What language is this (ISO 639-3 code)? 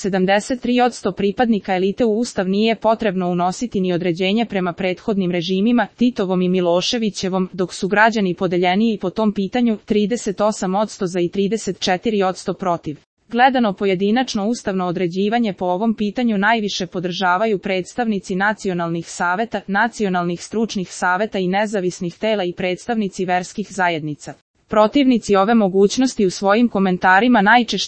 srp